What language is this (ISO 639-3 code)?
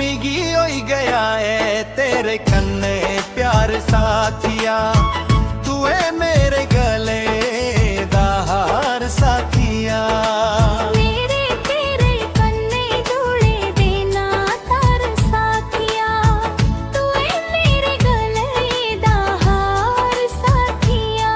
doi